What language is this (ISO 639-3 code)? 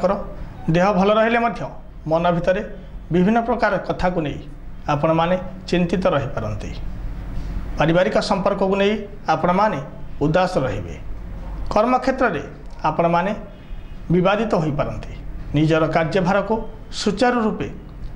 ori